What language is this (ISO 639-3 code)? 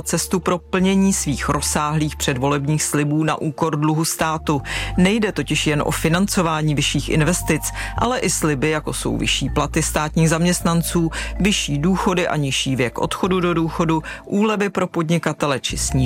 ces